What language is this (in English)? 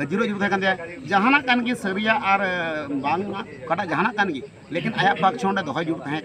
Santali